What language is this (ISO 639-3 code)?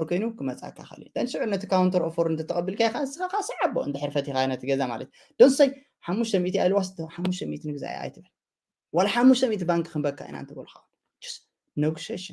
tir